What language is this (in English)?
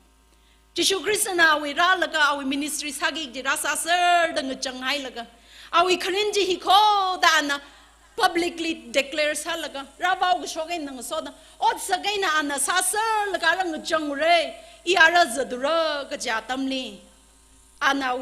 Tangkhul Naga (India)